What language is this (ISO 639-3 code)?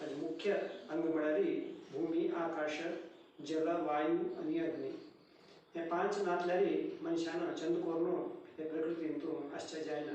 kok